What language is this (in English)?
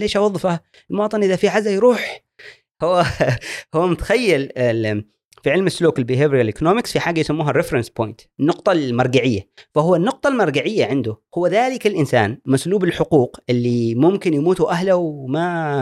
Gulf Arabic